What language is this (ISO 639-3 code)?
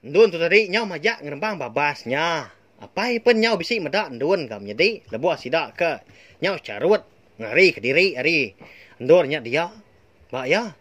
iba